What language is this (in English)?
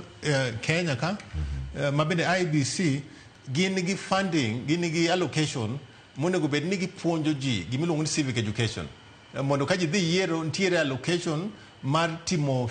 Luo (Kenya and Tanzania)